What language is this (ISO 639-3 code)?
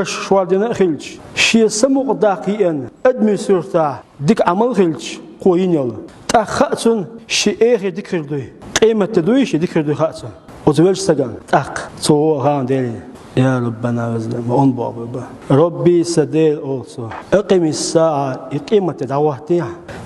che